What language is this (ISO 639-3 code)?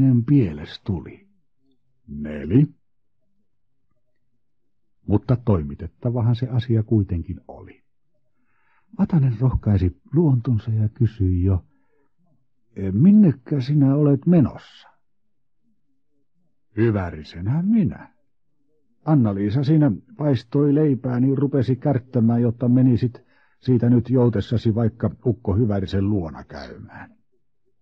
fin